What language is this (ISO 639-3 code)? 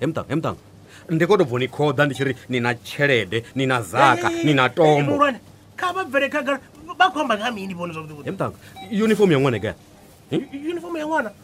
ven